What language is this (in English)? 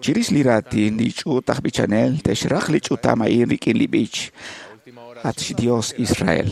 Kekchí